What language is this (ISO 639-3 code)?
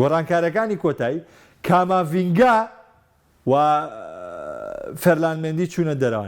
ckb